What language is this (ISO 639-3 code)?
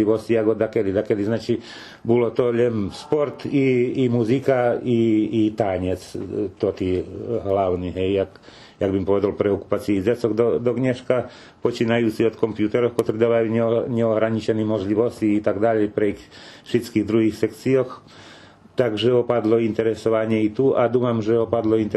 rue